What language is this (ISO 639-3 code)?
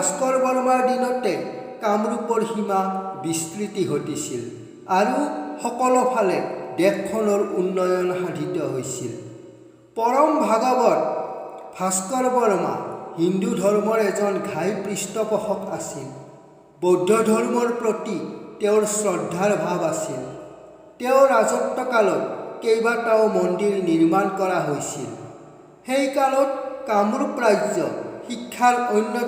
asm